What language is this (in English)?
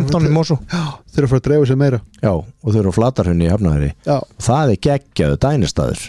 Icelandic